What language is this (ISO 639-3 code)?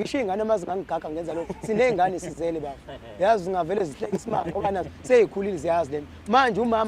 zul